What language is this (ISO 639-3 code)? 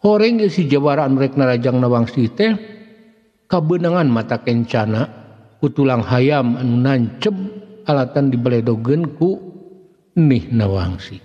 sun